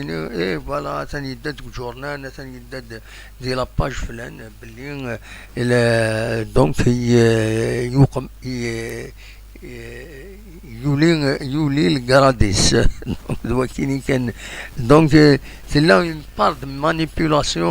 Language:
Kabyle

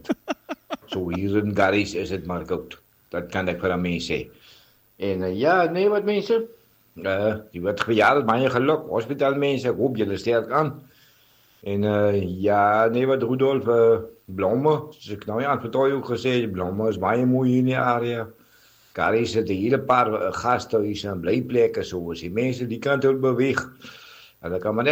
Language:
Afrikaans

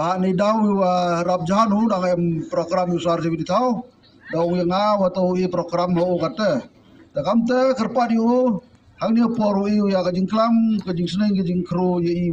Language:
Khasi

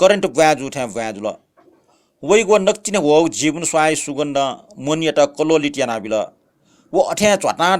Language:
Newari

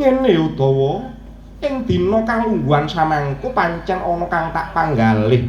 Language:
Javanese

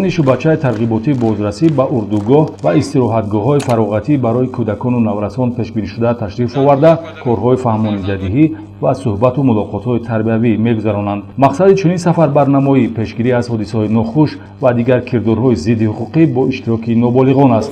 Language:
Tajik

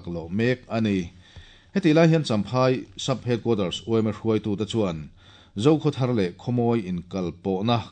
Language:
Mizo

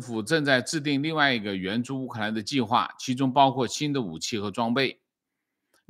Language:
Chinese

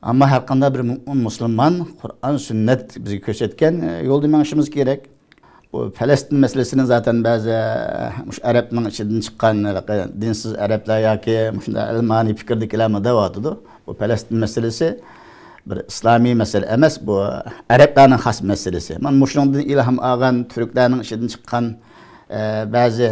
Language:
Uyghur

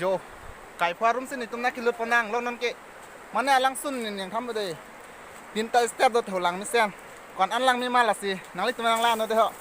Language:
Karbi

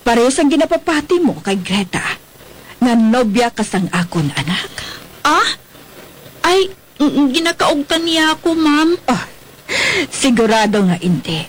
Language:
Hiligaynon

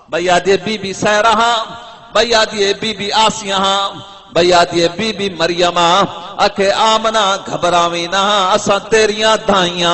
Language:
Saraiki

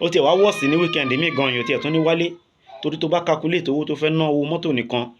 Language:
Yoruba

